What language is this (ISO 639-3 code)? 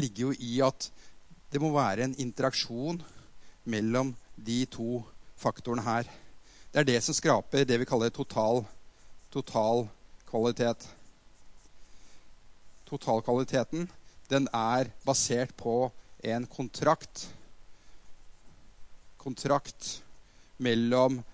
nor